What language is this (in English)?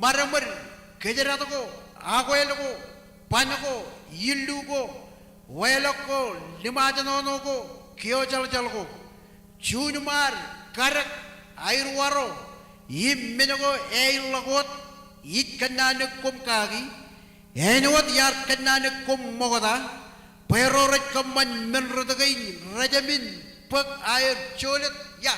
Marshallese